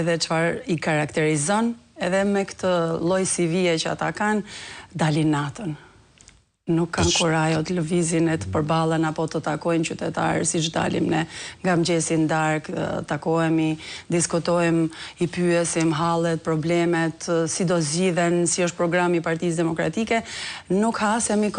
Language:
Albanian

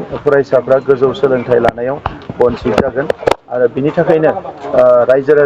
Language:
Bodo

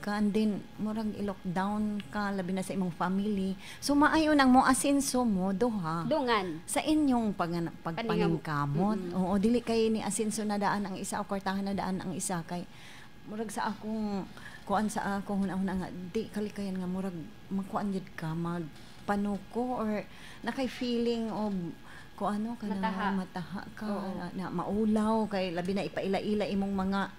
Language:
Cebuano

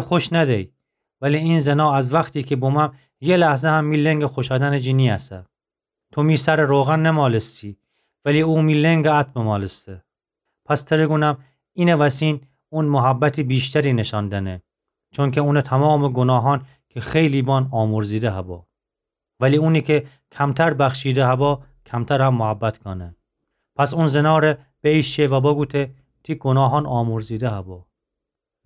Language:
Gilaki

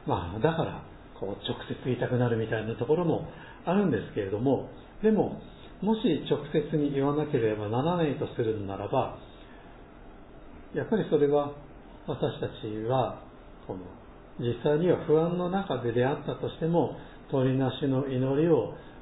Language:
Japanese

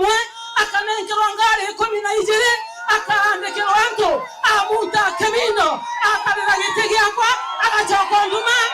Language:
Meru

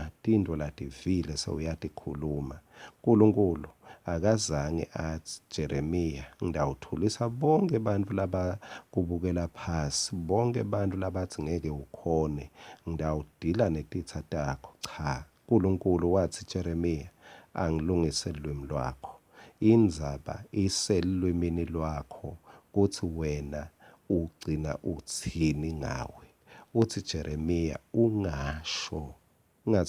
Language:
Swati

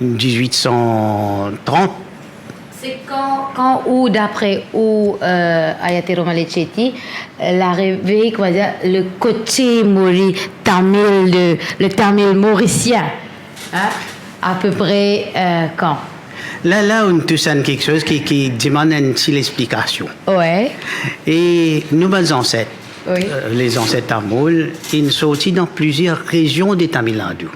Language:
Morisyen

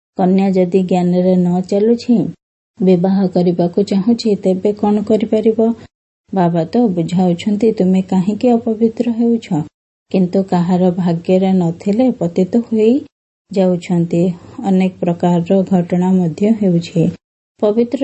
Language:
Odia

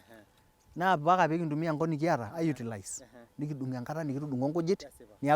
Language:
Masai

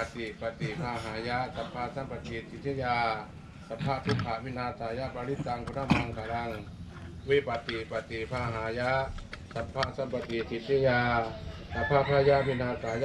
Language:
Pali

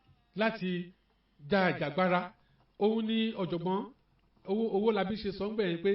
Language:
Yoruba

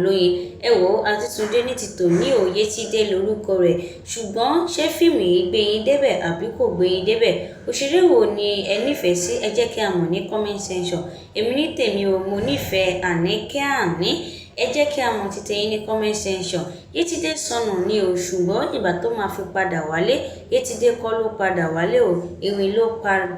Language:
Yoruba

